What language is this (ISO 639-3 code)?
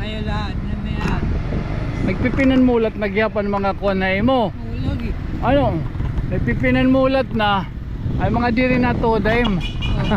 war